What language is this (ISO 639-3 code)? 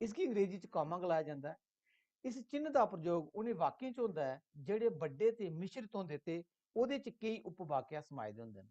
doi